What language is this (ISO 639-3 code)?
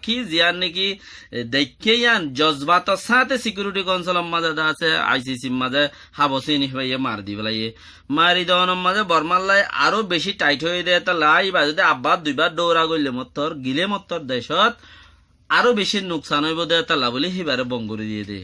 rhg